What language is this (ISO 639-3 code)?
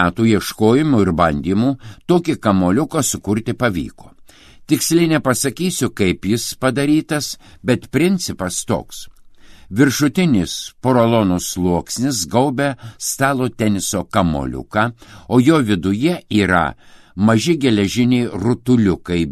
lit